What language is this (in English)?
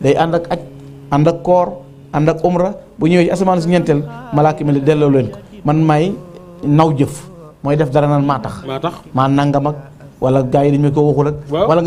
Wolof